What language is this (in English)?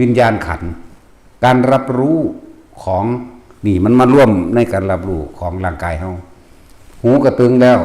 Northeastern Thai